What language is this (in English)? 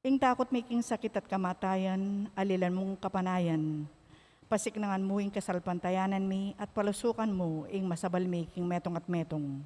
Pampanga